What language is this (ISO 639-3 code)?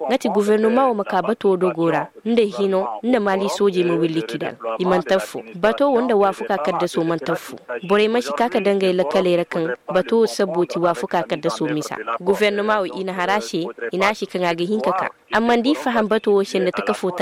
ses